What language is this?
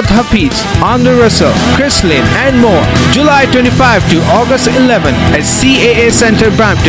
Hindi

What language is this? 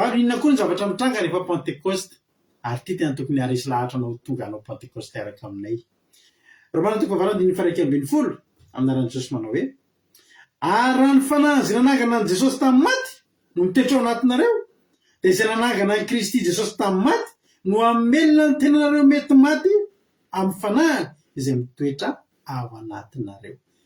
Malagasy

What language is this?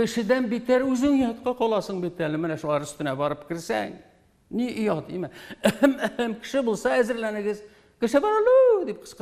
Tatar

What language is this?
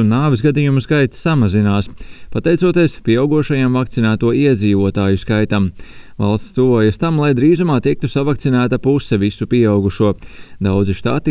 Latvian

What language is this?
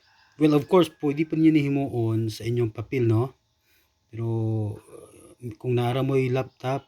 Cebuano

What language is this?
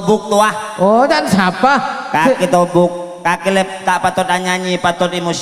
Madurese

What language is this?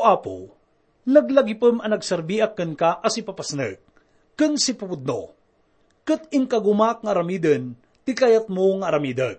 Iloko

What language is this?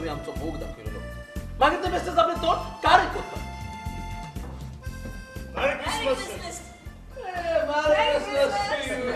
Konkani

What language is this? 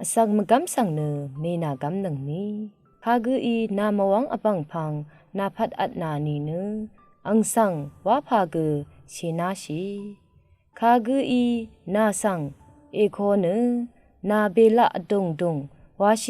Rawang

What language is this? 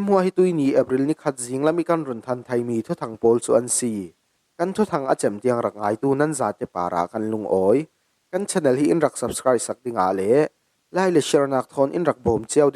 Falam Chin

